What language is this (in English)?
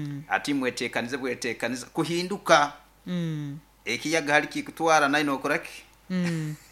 Nyoro